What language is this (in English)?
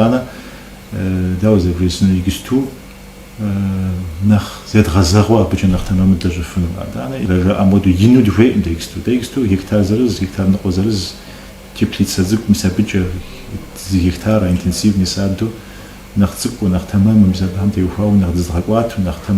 Kabardian